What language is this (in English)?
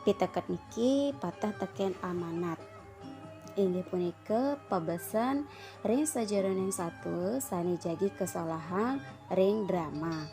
Balinese